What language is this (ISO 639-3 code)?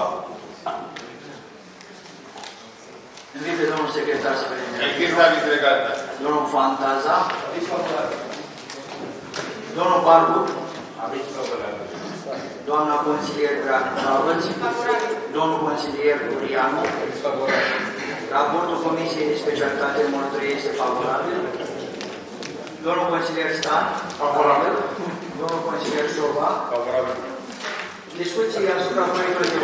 ron